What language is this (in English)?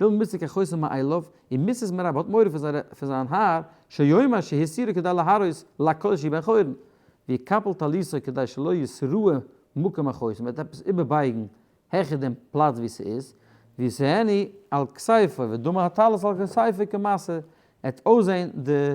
Yiddish